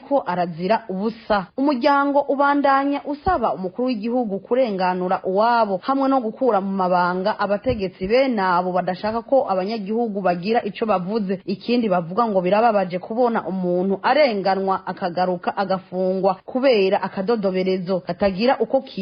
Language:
Rundi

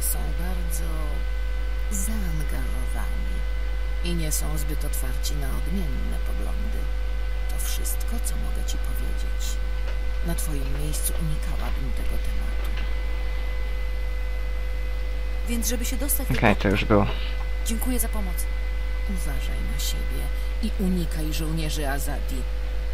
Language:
Polish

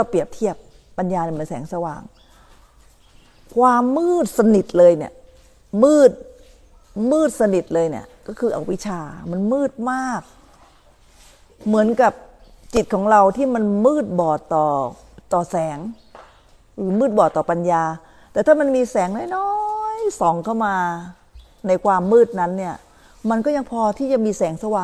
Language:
Thai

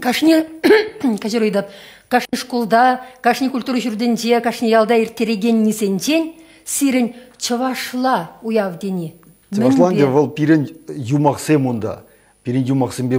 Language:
Chuvash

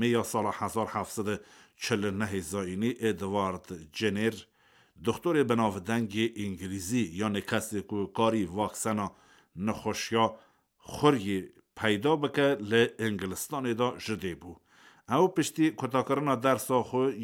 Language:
Kurdish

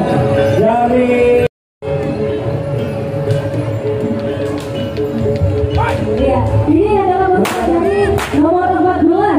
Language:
Indonesian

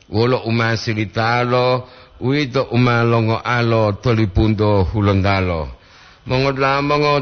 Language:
Gorontalo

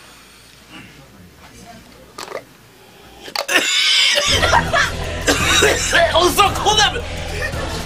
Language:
Japanese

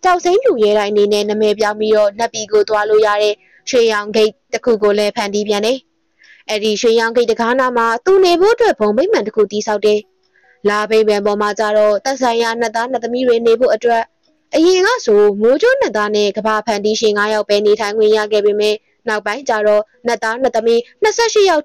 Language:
Burmese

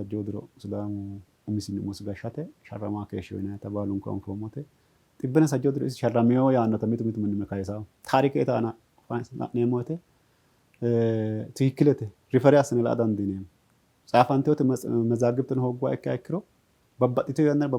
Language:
Sidamo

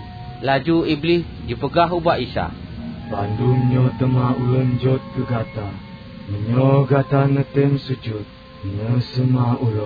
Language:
Achinese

